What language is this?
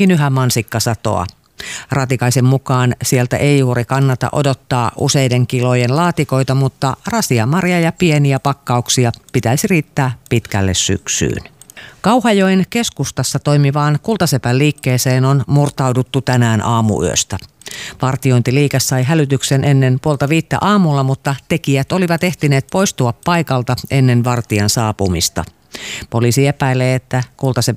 Finnish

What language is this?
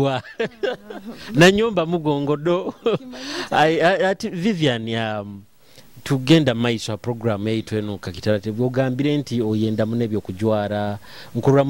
Nyoro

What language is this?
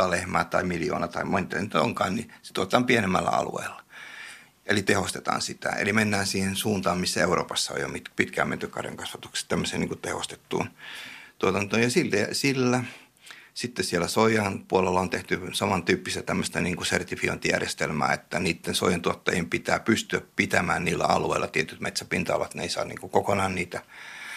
Finnish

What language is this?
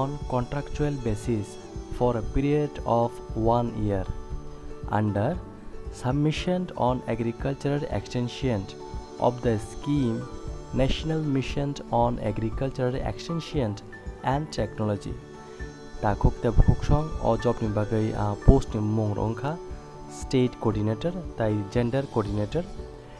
Kok Borok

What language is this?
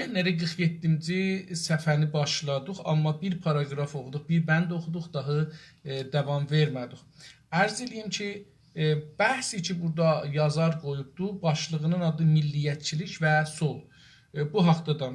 South Azerbaijani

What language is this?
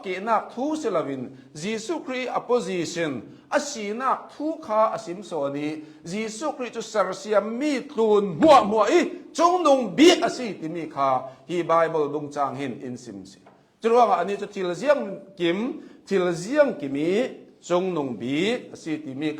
Hakha Chin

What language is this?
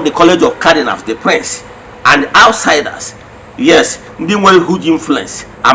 Igbo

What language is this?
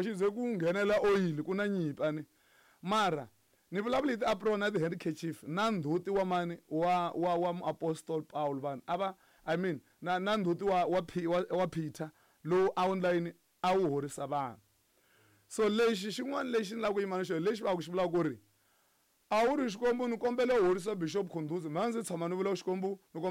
Tsonga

